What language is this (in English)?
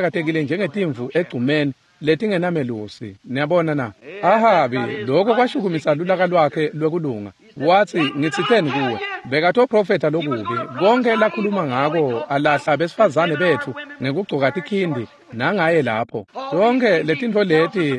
Swati